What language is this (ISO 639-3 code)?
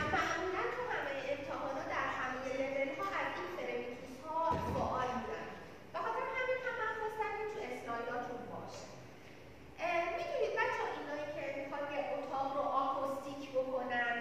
fas